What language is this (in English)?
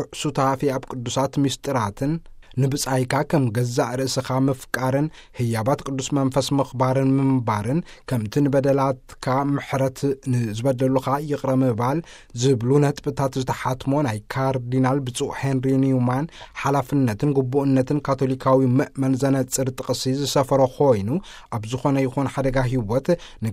Tigrinya